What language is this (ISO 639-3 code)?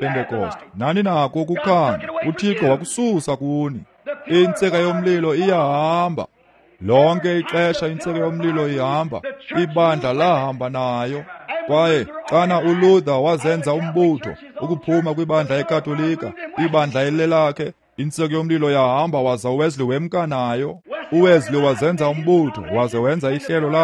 xho